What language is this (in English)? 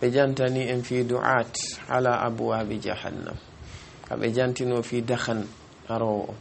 Fula